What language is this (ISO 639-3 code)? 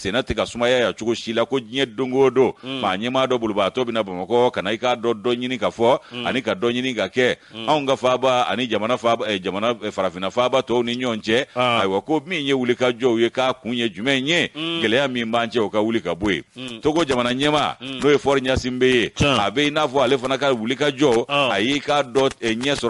bam